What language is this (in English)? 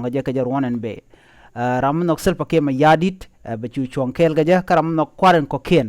Nuer